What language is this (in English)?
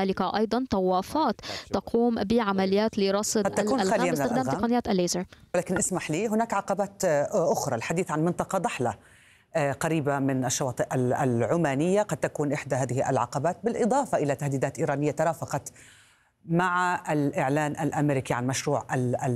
Arabic